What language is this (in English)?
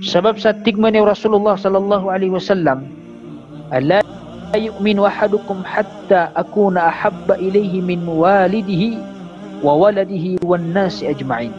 Maranao